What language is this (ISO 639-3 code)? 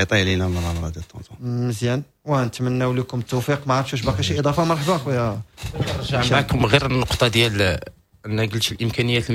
ary